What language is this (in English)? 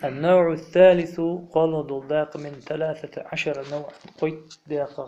Ingush